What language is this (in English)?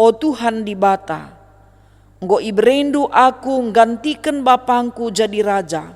Batak Karo